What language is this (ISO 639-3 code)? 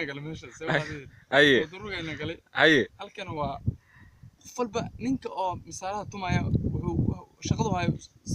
som